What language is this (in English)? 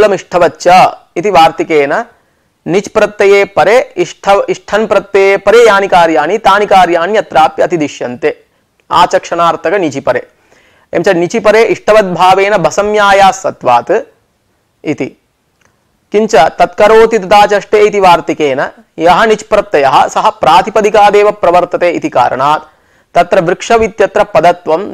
Sanskrit